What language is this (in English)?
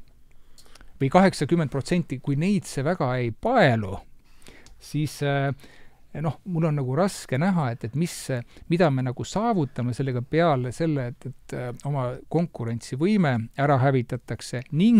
Estonian